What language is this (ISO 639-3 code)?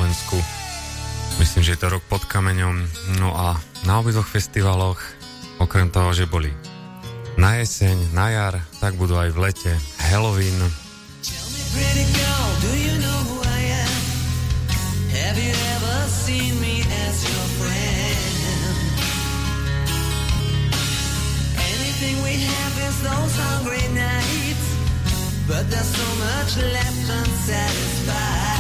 slk